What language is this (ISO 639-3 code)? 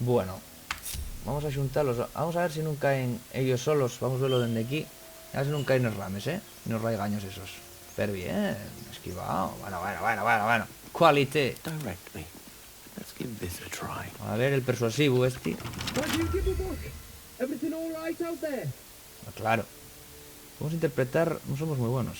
ast